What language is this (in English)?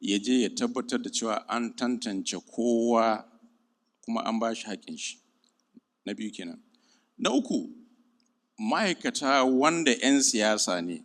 Hausa